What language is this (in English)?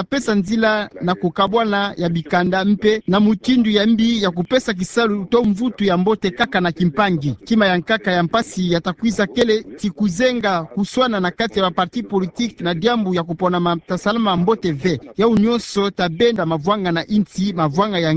Kituba (Democratic Republic of Congo)